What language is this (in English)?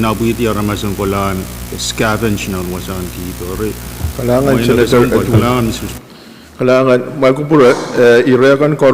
Pohnpeian